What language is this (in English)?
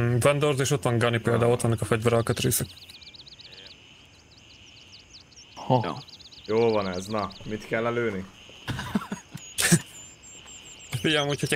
Hungarian